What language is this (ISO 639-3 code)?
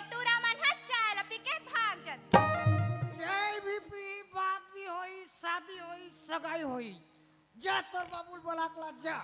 hne